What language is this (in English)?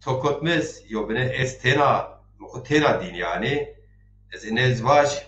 Zaza